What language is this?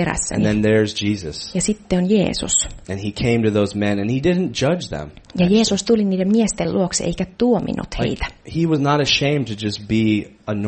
Finnish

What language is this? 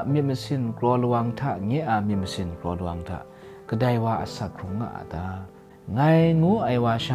Kachin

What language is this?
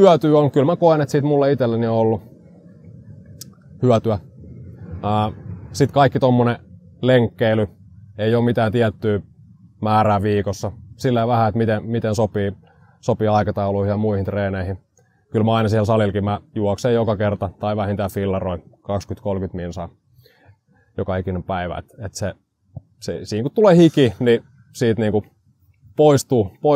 Finnish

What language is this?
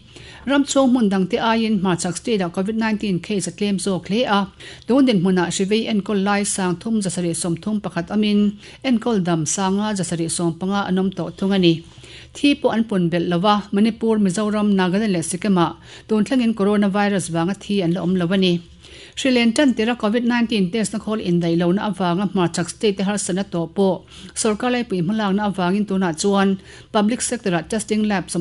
Mizo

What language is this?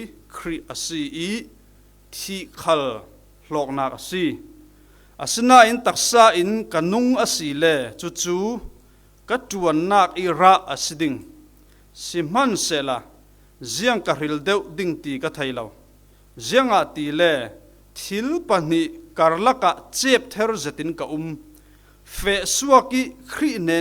Falam Chin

